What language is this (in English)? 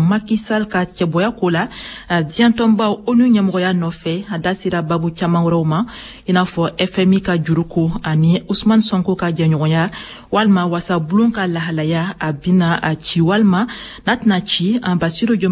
Bambara